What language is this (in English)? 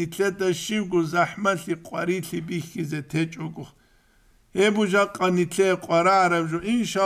Avaric